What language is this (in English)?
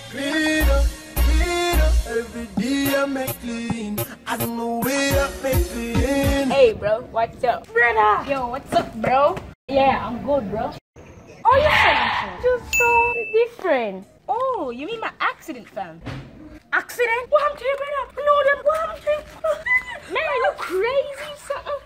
Jamaican Creole English